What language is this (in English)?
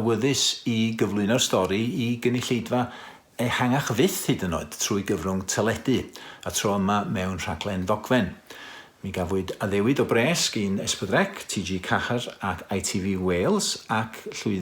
Welsh